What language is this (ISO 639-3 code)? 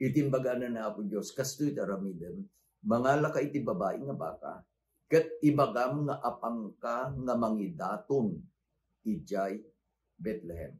ilo